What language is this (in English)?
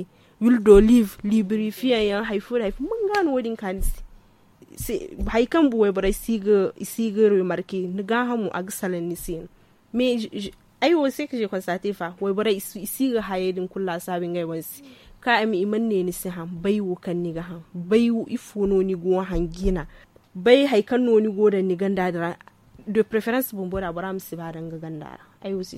Zarma